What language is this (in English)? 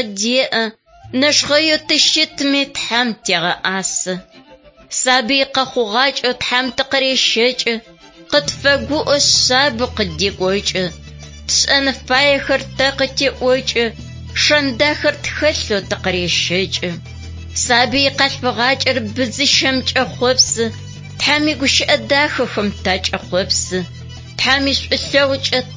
Adyghe